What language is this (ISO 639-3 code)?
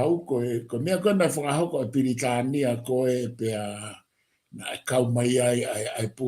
ton